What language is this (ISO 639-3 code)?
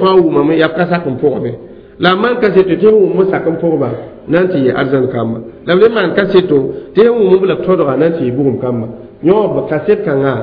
mos